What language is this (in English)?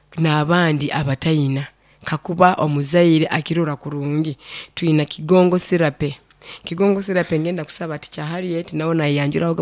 Nyoro